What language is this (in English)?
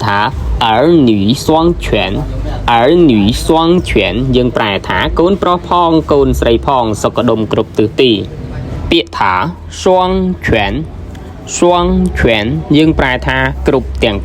Khmer